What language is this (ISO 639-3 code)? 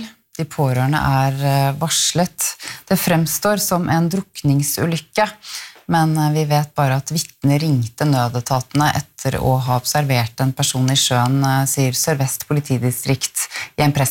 nor